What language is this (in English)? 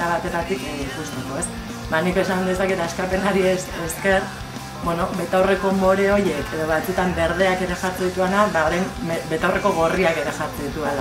Basque